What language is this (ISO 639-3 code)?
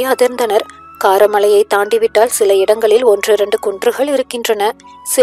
tam